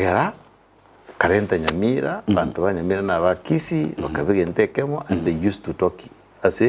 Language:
Gusii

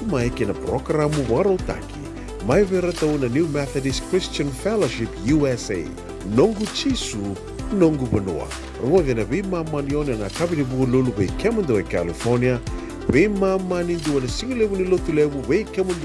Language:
Fijian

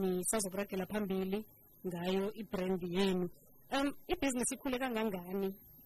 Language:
South Ndebele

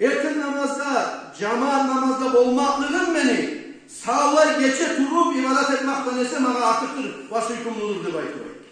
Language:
Kumyk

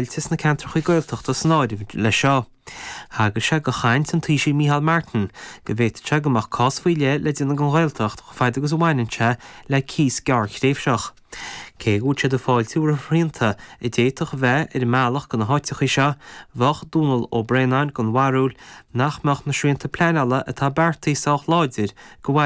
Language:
Irish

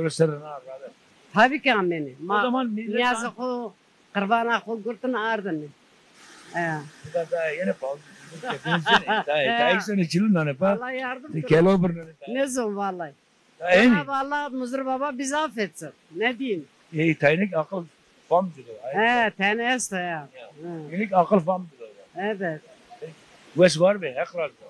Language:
Zaza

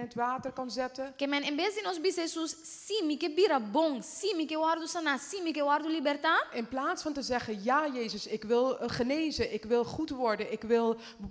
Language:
Papiamento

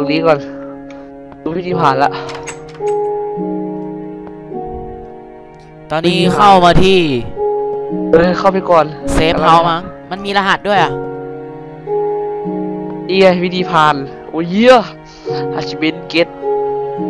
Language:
Thai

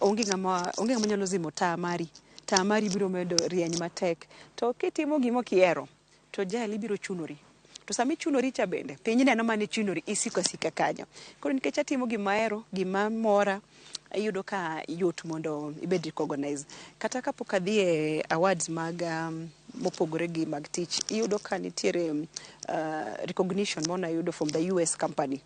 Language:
Luo (Kenya and Tanzania)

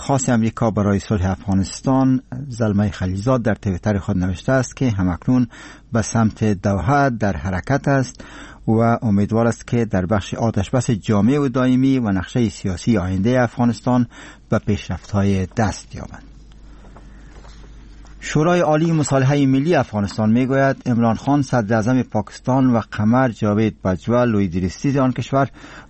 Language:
Persian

